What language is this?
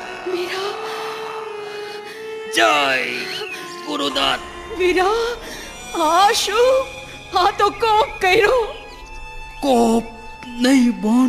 Gujarati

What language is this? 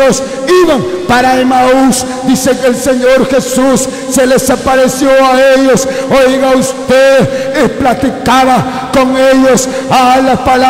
Spanish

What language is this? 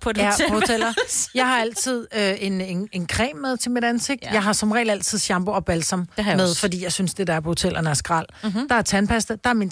Danish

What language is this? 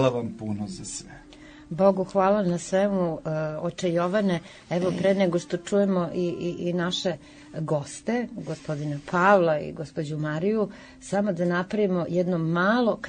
Serbian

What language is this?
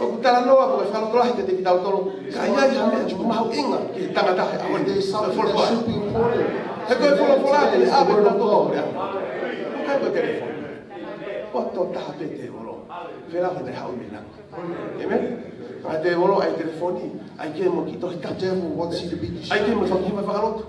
Tongan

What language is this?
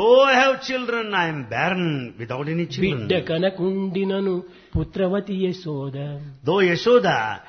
Telugu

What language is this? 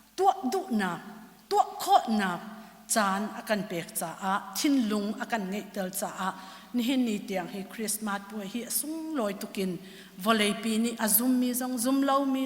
Hakha Chin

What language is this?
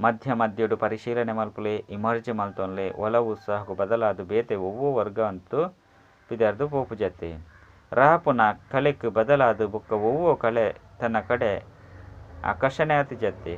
Tulu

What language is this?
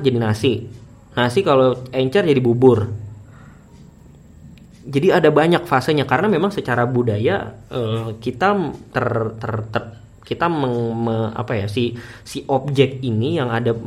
Indonesian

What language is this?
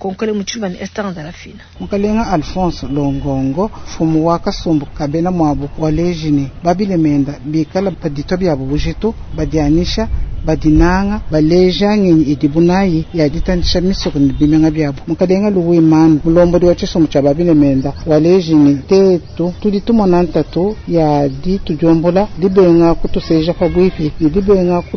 Luba-Lulua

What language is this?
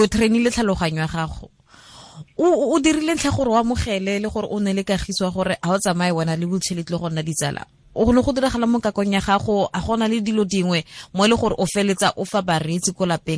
Tswana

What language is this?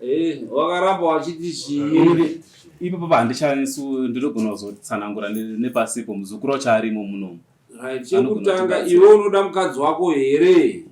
Shona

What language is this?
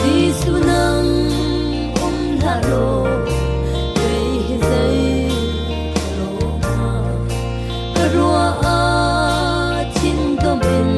Falam Chin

